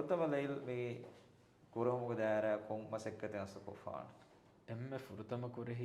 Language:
Divehi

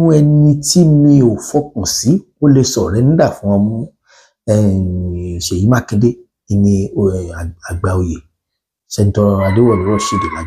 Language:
Yoruba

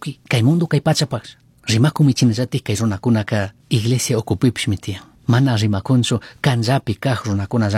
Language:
Chimborazo Highland Quichua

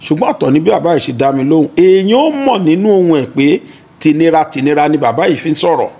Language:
Yoruba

